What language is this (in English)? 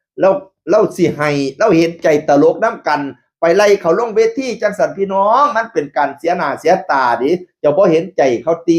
Northeastern Thai